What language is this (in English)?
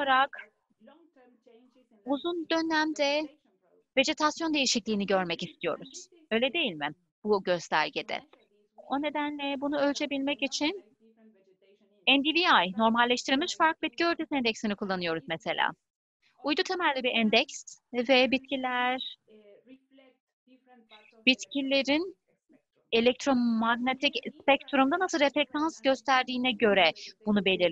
Turkish